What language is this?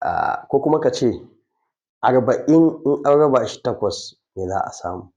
Hausa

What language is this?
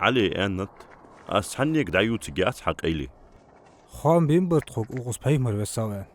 Ingush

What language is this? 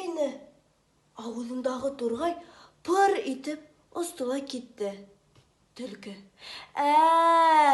Bashkir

